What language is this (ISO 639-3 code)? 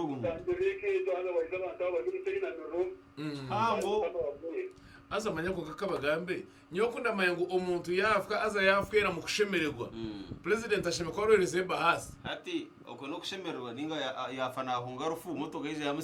nyn